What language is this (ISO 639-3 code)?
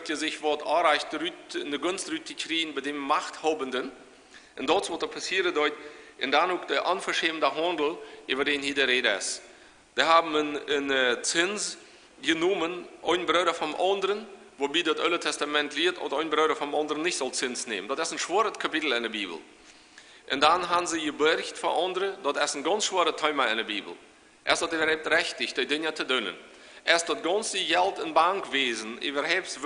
pdt